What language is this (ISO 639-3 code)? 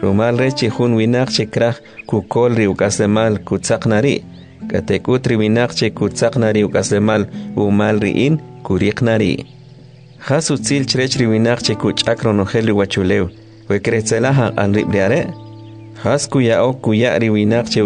quc